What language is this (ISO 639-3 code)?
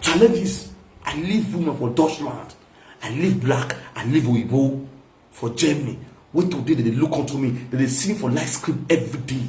pcm